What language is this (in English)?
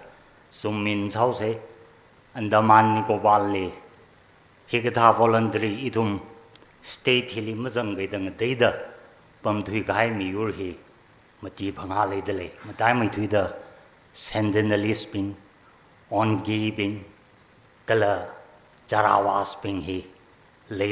Tangkhul Naga (India)